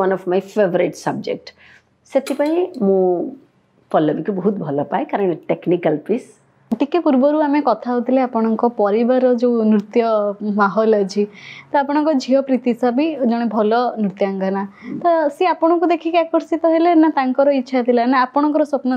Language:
Odia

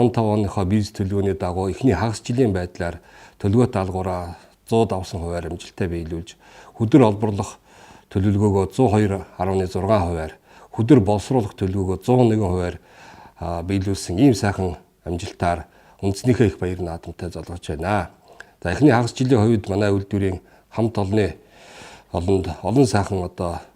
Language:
Mongolian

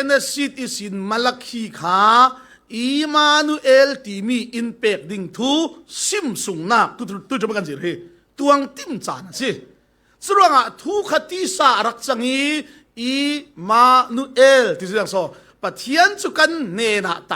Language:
Falam Chin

